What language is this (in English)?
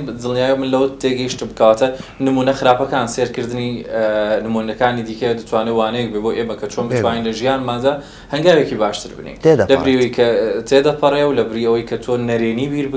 Central Kurdish